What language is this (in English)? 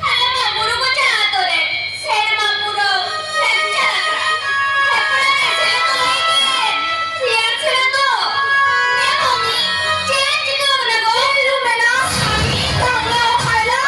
Santali